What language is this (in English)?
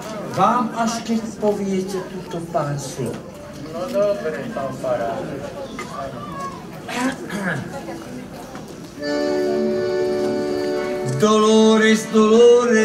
Slovak